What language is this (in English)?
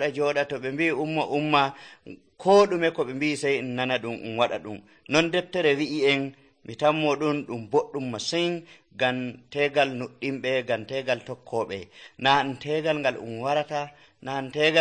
Nigerian Fulfulde